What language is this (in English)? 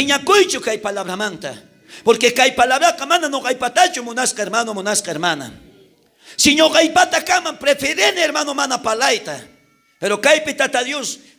South Bolivian Quechua